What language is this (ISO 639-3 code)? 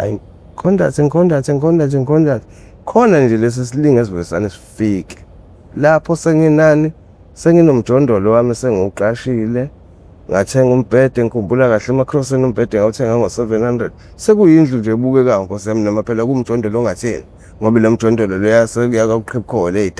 zul